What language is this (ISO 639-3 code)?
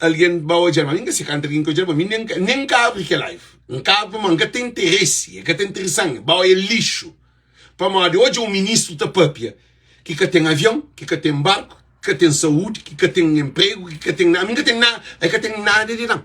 kea